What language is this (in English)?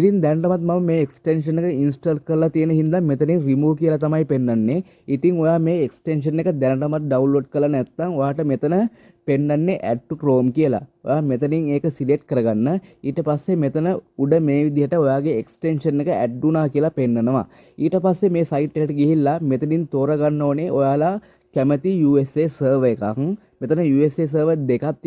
Sinhala